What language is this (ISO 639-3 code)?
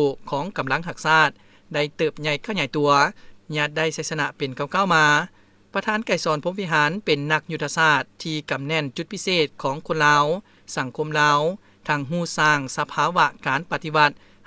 lao